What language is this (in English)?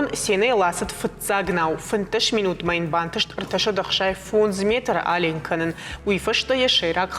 Ossetic